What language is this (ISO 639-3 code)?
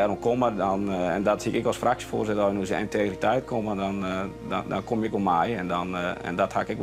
fry